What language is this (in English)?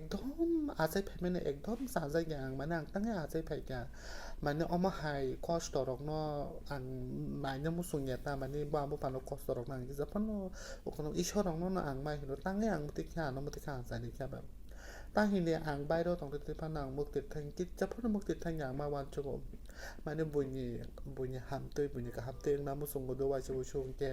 Kok Borok